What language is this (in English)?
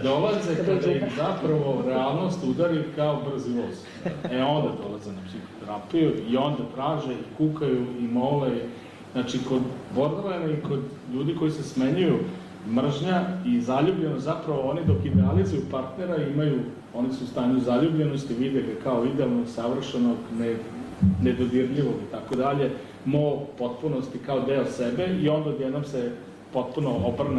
Serbian